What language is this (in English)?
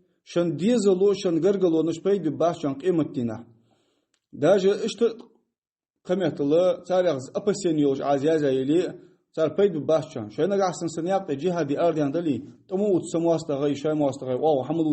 Ingush